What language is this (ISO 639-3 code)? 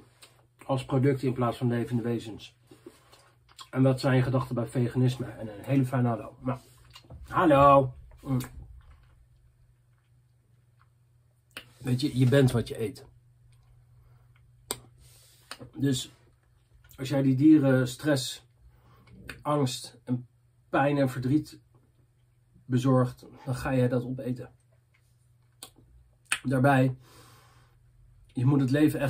nld